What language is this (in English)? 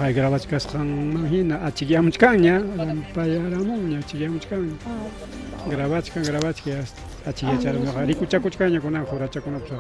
Ayacucho Quechua